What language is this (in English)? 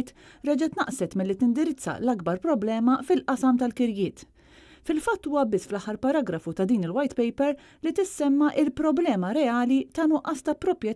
Maltese